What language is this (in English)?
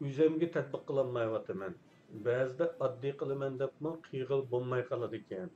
Uyghur